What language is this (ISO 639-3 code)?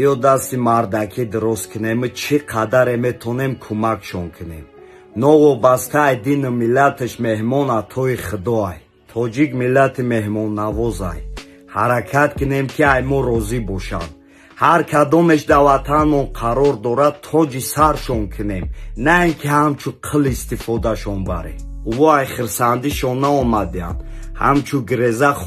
tgk